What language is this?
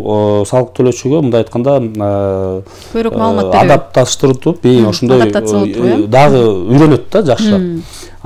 Kyrgyz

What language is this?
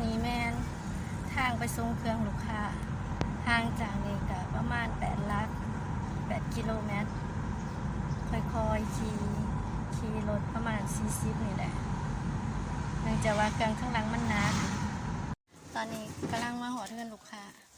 Lao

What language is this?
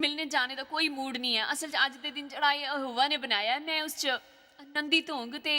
Dogri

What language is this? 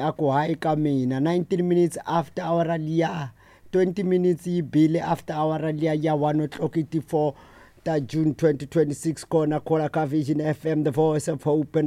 Tsonga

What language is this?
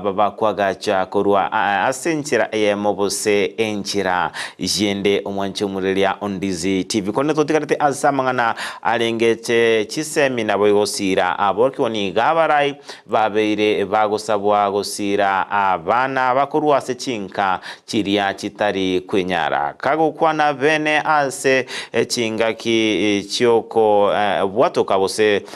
Gusii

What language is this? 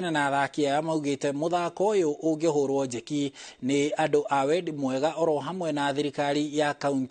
Kikuyu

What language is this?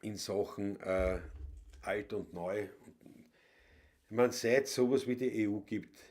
Bavarian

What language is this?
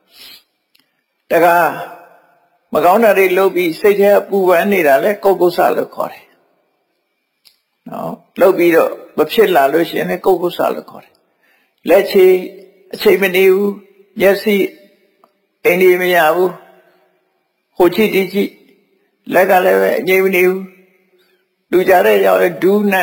Burmese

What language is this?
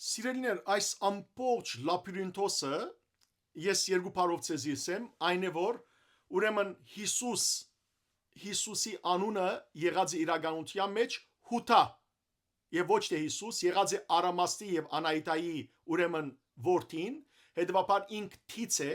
Western Armenian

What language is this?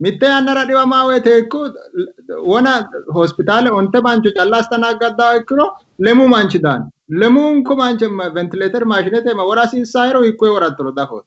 Sidamo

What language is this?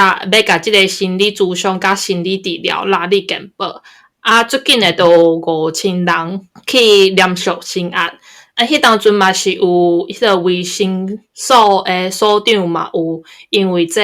Min Nan Chinese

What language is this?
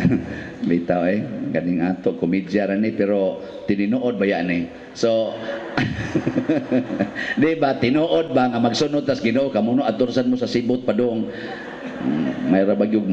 Cebuano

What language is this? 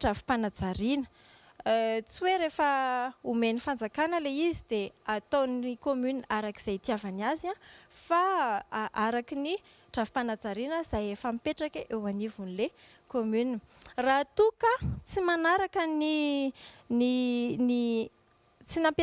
Malagasy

